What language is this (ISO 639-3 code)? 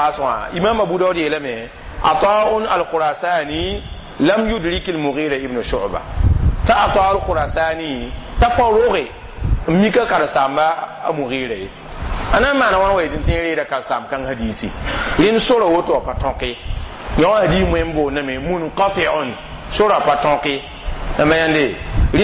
mos